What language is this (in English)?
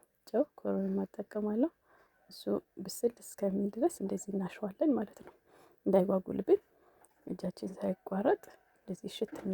Amharic